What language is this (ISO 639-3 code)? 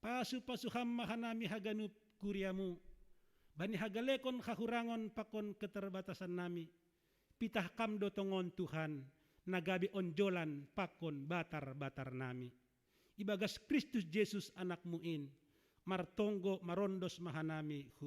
bts